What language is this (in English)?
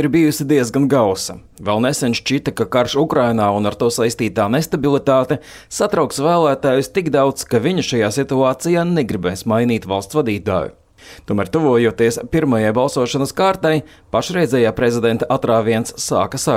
Latvian